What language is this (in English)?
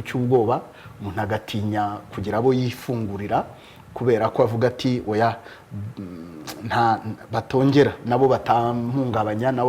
Kinyarwanda